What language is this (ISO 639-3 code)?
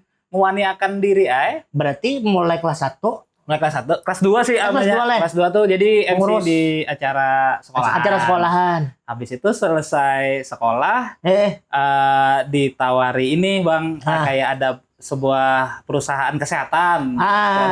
bjn